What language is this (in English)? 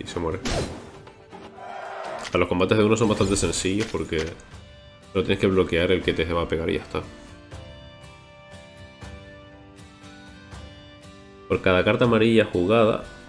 Spanish